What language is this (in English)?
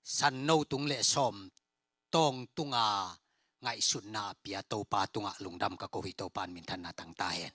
Tedim Chin